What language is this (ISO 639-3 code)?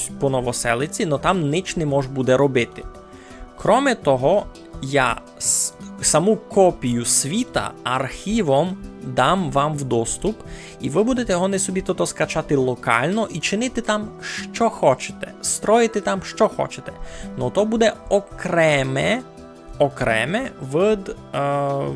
rue